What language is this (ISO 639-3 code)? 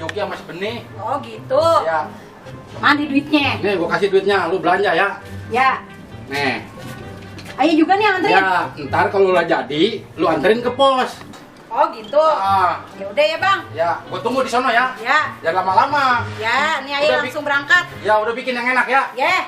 bew